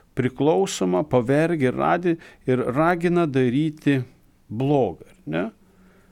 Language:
Lithuanian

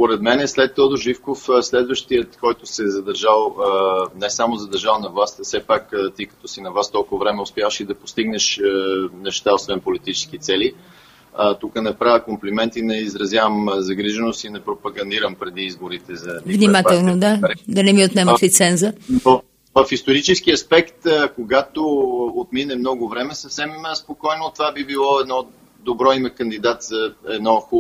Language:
Bulgarian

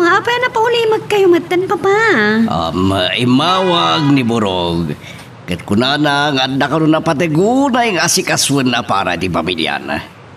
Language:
Iloko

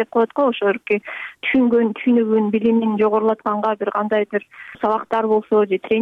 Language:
Kyrgyz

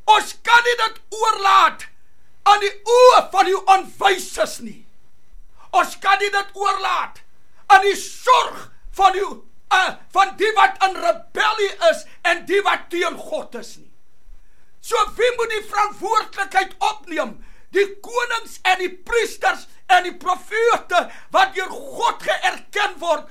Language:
Afrikaans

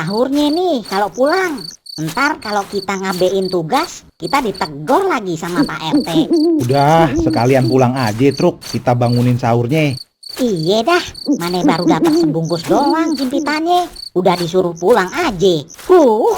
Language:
Betawi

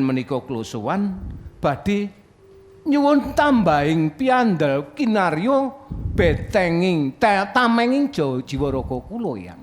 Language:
Javanese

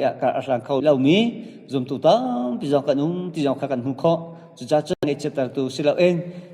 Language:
Hakha Chin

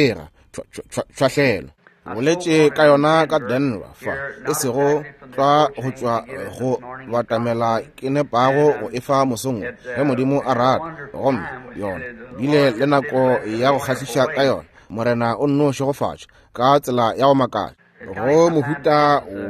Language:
Northern Sotho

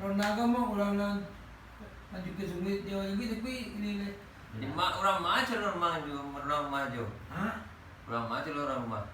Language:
Minangkabau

